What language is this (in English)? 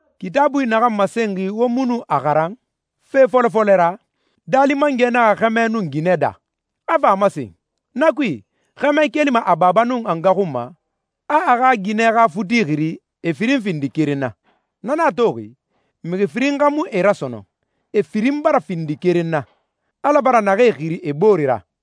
Susu